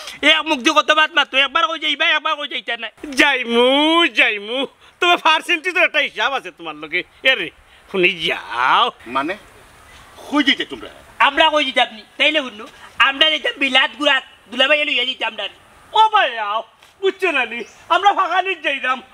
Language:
Sylheti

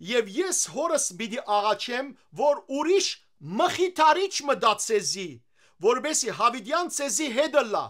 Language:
Western Armenian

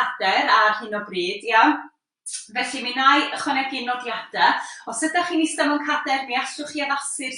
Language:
Welsh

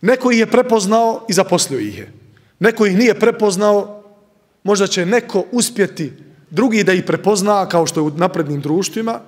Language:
Bosnian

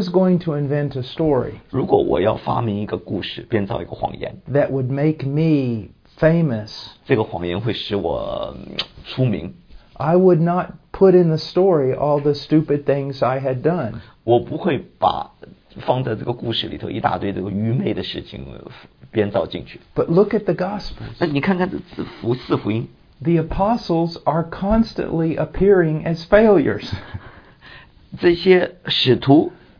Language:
Chinese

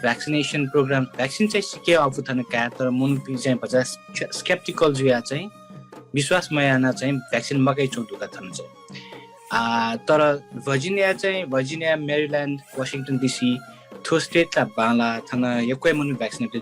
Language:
Newari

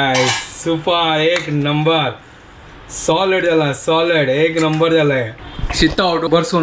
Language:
Konkani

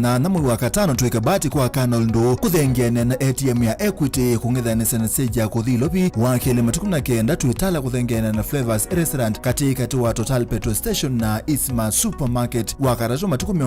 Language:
Kamba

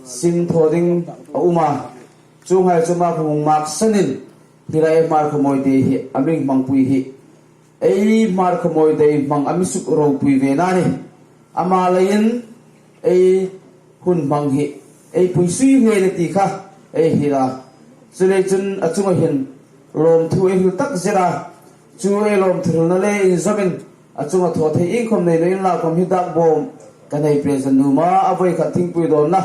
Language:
Hmar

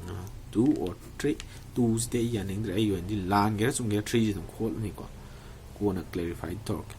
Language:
Manipuri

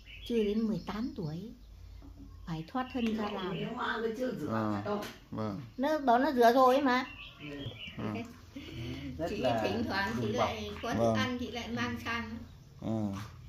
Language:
Vietnamese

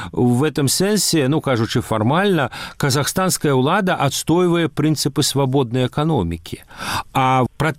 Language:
Belarusian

